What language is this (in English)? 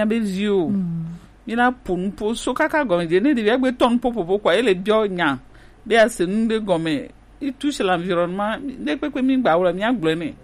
Gen